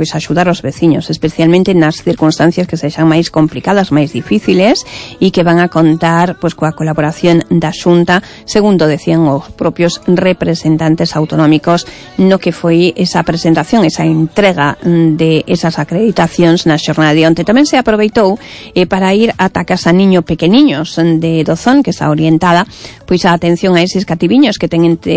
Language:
Galician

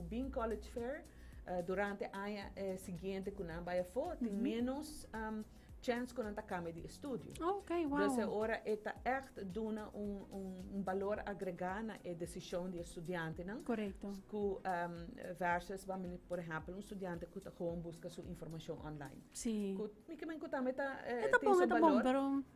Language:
Papiamento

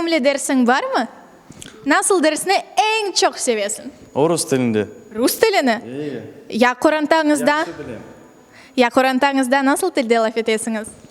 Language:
Crimean Tatar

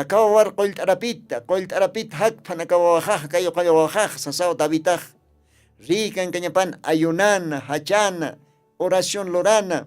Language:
Aymara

